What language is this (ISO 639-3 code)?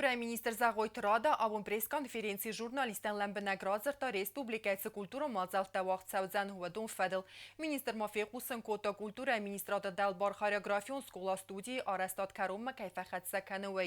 oss